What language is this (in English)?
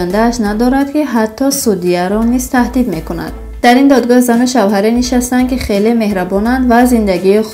Tajik